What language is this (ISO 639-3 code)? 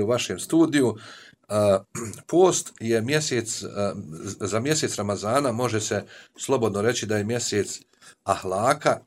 bos